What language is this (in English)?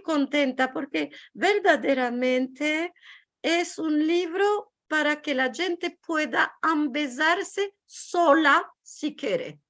Ladino